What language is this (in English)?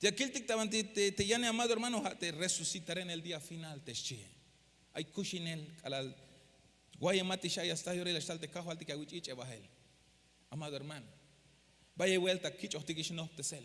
Tzeltal